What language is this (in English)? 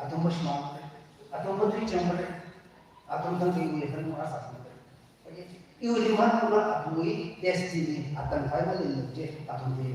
Tangkhul Naga (India)